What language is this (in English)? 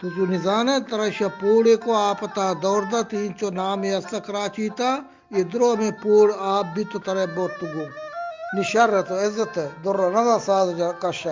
Eastern Balochi